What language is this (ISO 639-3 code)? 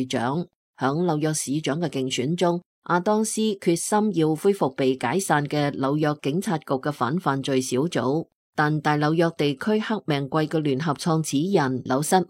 yue